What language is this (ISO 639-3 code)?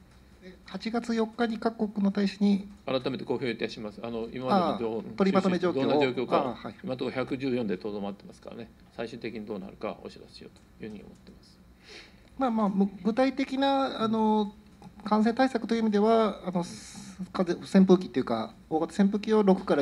jpn